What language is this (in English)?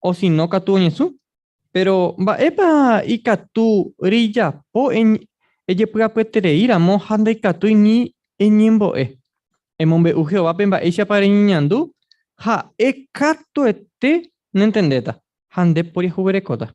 Guarani